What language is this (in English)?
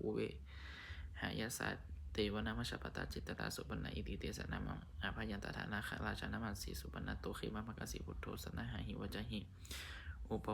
Pali